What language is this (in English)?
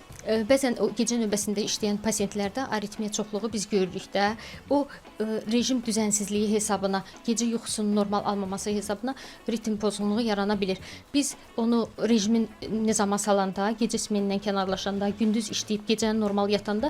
Azerbaijani